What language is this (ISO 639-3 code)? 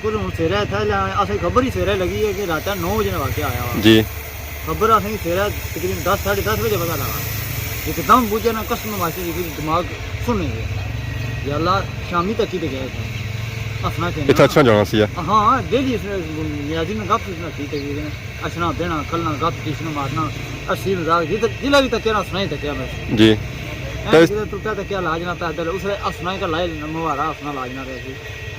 phr